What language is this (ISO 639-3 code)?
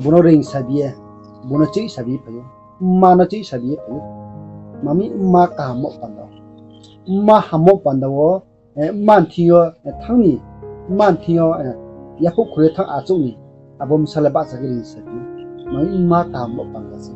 ria